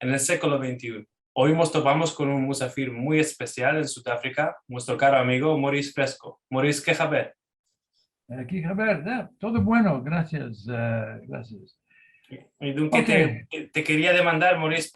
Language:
Ladino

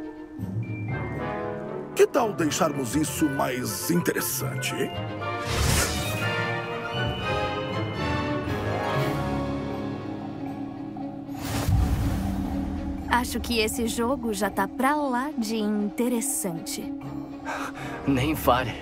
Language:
Portuguese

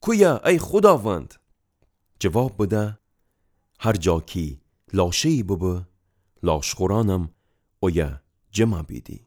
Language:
Gilaki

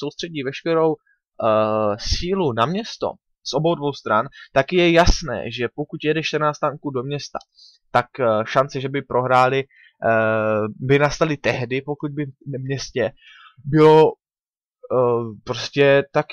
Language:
Czech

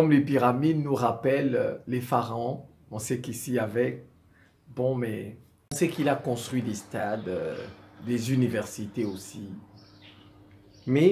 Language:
French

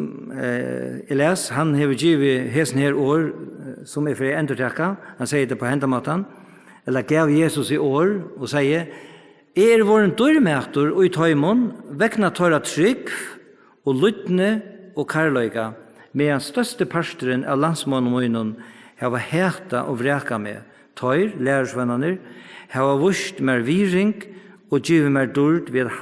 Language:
Faroese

